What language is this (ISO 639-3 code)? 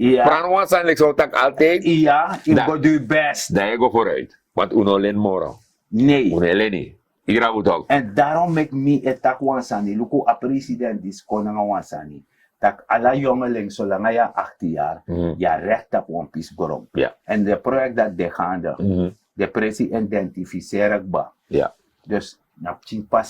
srn